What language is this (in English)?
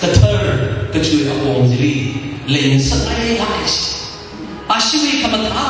Tangkhul Naga (India)